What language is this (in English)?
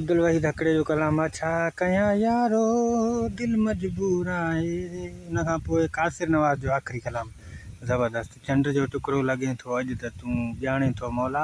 Sindhi